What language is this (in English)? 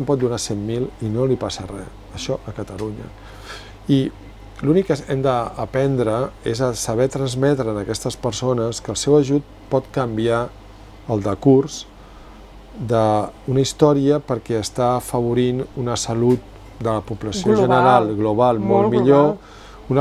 Catalan